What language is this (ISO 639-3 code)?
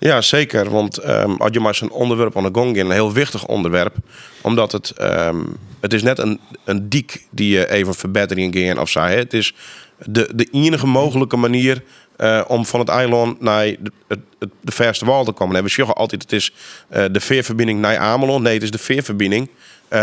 fry